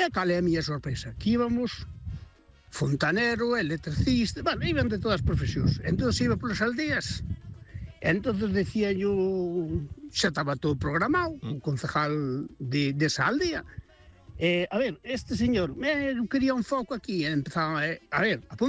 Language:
Galician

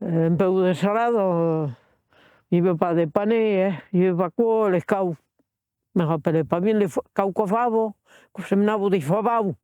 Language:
Occitan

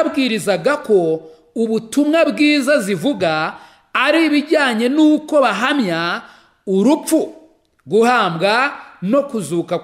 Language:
Kinyarwanda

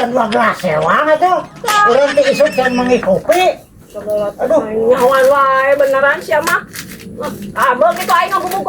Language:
Sundanese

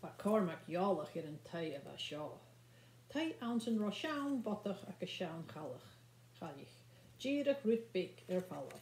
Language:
Scottish Gaelic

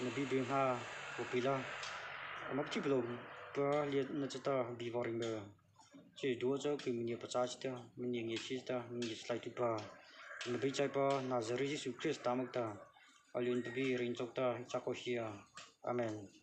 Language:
Mara Chin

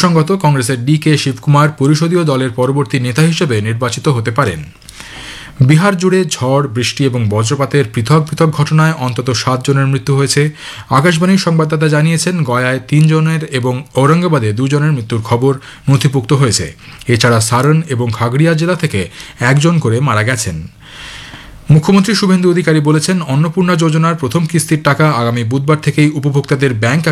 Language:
Bangla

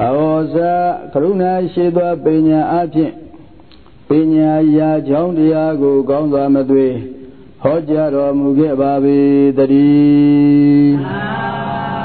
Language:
Burmese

